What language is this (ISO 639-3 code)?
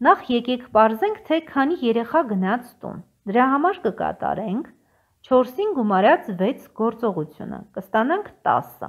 hye